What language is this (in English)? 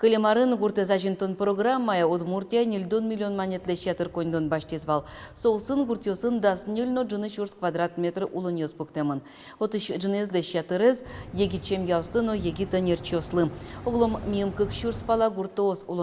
Udmurt